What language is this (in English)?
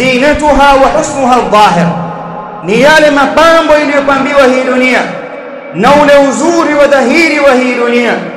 Swahili